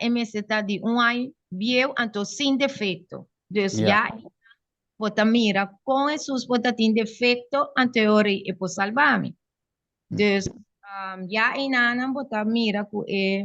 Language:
Papiamento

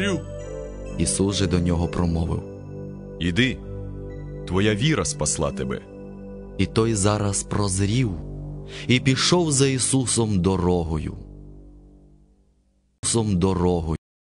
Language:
Ukrainian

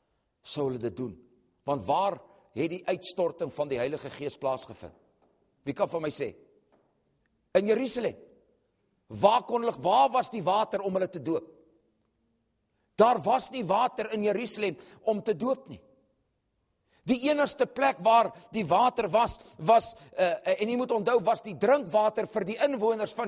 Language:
Afrikaans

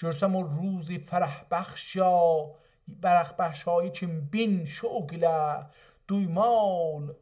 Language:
South Azerbaijani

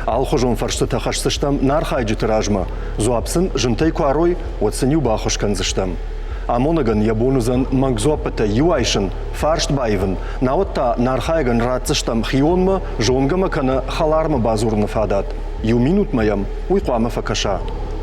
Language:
Ossetic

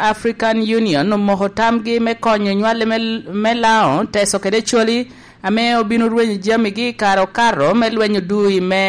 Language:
Lango (Uganda)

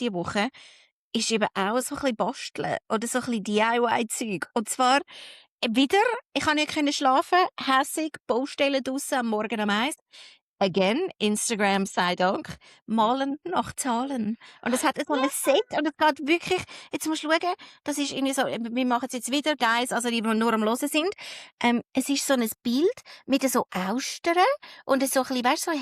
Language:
Swiss German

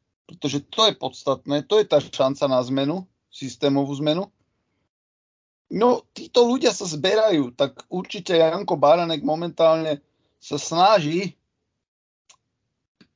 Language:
Slovak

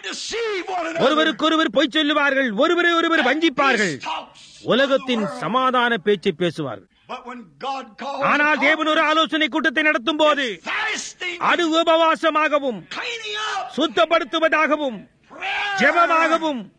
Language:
Tamil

